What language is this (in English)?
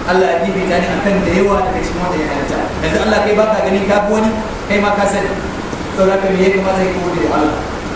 Hausa